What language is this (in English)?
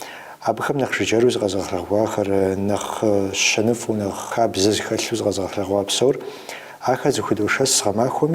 Kabardian